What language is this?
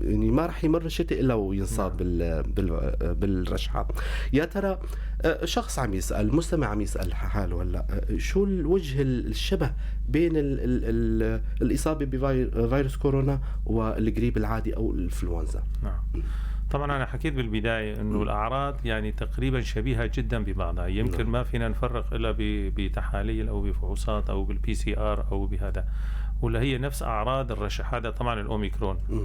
North Levantine Arabic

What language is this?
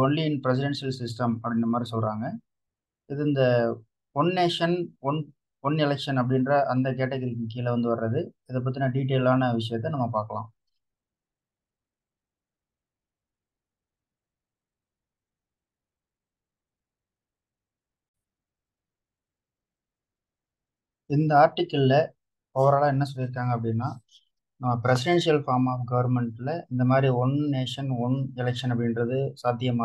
Tamil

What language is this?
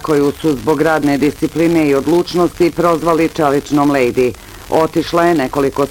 Bosnian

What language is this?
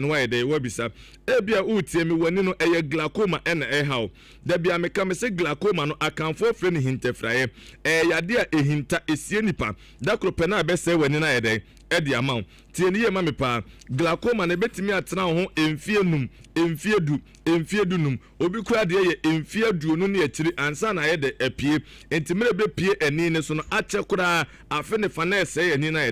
Akan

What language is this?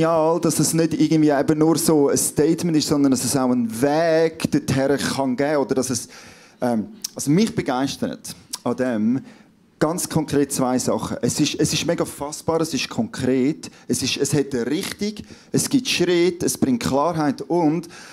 Swiss German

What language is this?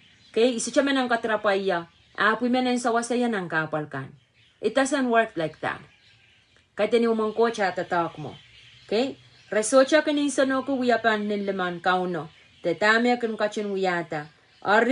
Pohnpeian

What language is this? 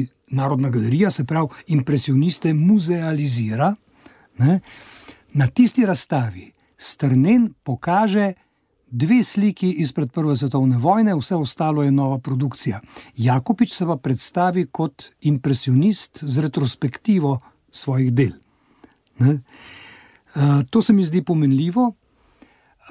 Slovenian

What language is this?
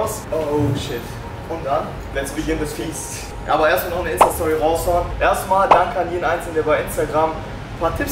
German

